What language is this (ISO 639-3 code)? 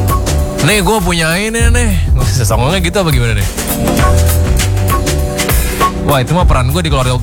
ind